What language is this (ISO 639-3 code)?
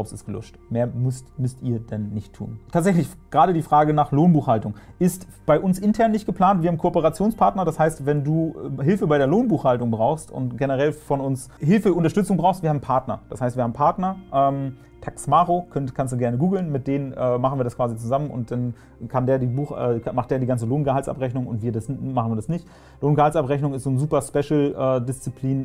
deu